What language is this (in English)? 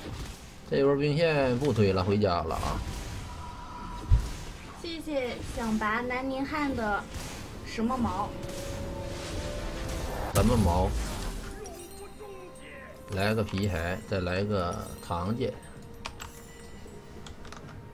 Chinese